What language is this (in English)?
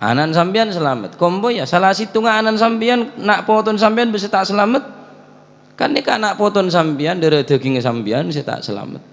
Madurese